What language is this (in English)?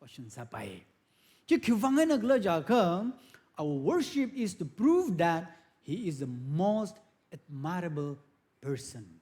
Tangkhul Naga (India)